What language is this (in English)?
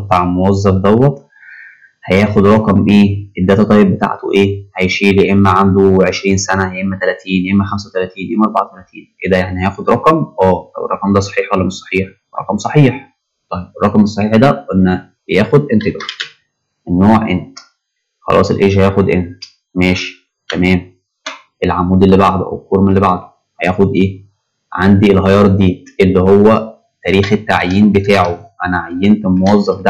Egyptian Arabic